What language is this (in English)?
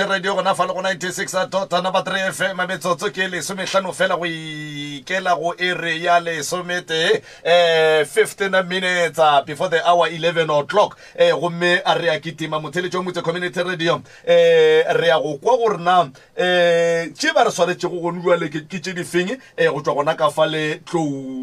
Northern Sotho